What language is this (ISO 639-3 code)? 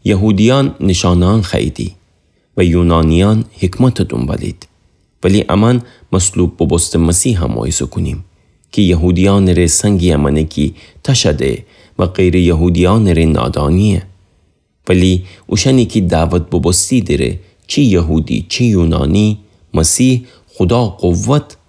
glk